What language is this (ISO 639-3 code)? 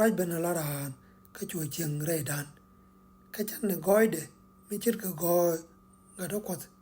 nus